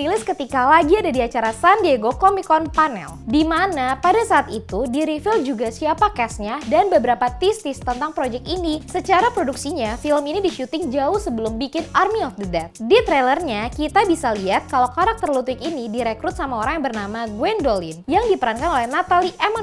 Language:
Indonesian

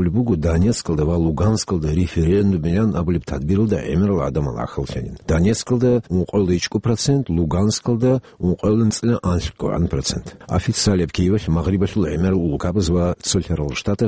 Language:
Avaric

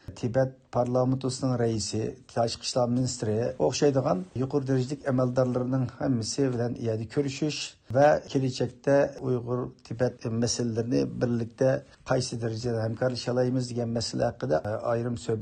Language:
Uyghur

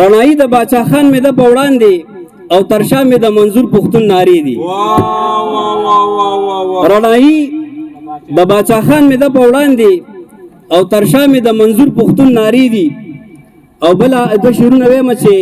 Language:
Pashto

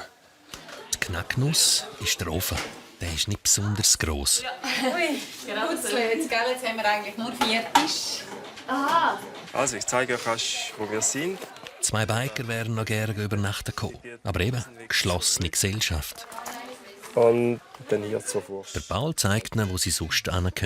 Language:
Swiss German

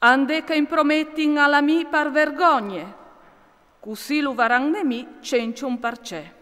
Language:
Friulian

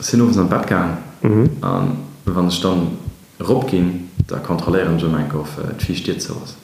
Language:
Luxembourgish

